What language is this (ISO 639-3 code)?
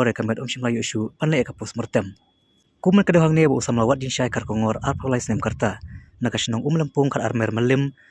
kha